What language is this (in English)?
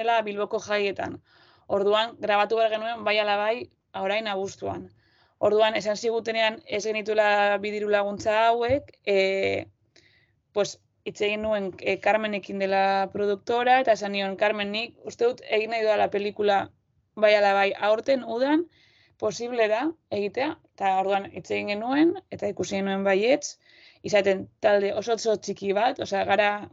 Basque